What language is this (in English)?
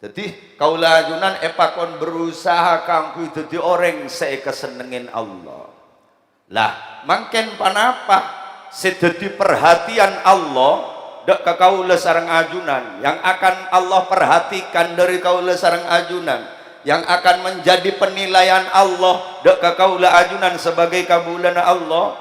Madurese